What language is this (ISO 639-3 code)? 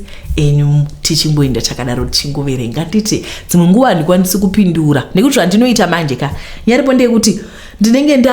sna